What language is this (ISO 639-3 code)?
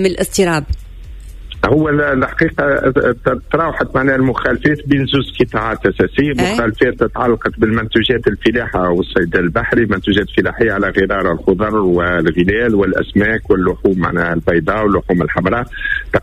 aeb